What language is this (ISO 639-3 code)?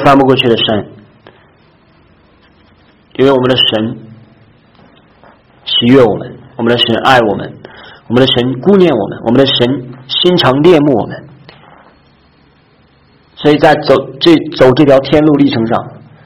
zho